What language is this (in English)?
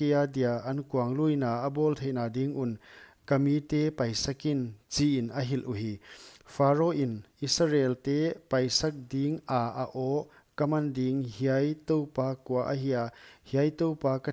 Paite Chin